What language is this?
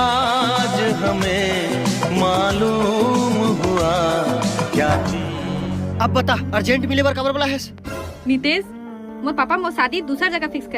Chhattisgarhi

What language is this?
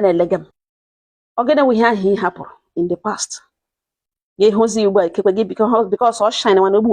Igbo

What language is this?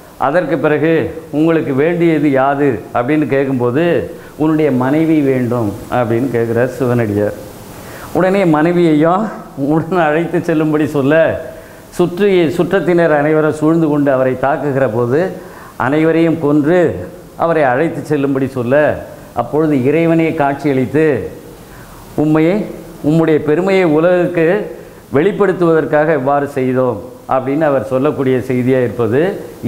Tamil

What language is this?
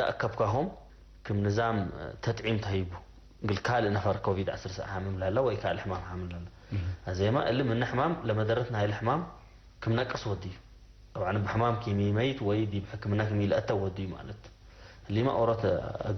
Tigre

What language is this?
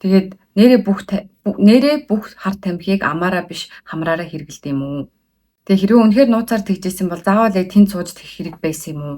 Mongolian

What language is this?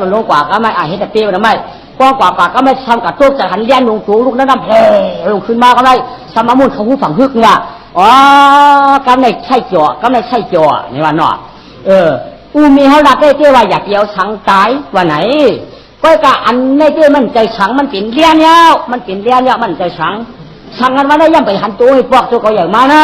Shan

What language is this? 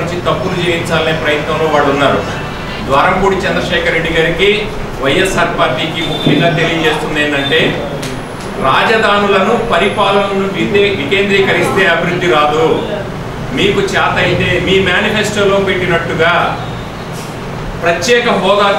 Telugu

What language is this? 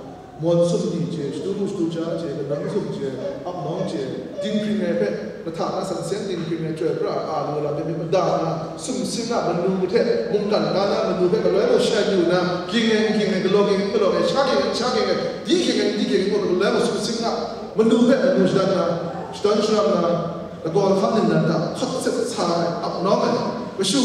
Kachin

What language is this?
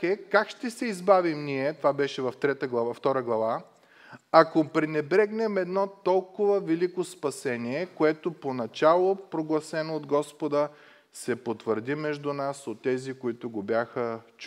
Bulgarian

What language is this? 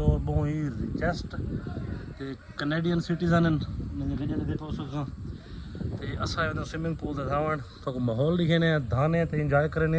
Saraiki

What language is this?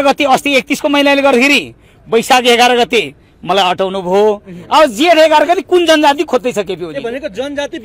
Nepali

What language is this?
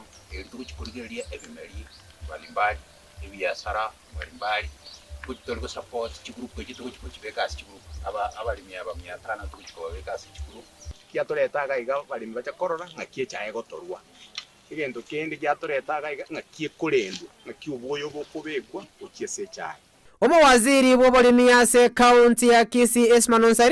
Gusii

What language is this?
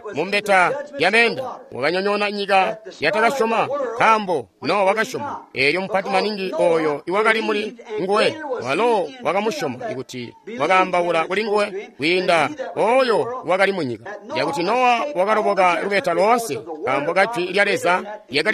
Tonga (Zambia)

